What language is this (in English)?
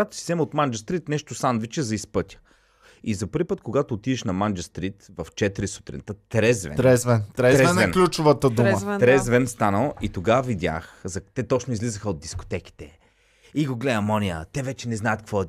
Bulgarian